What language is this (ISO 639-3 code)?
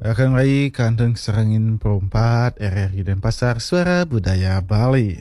ban